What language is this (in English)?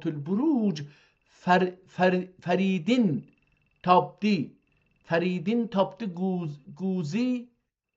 South Azerbaijani